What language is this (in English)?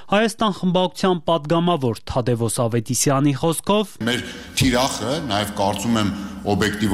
Armenian